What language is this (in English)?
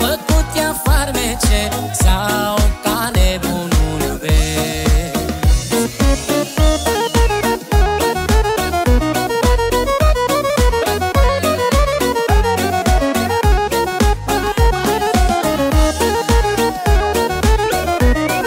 Romanian